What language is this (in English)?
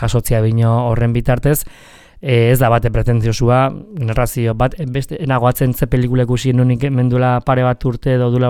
Basque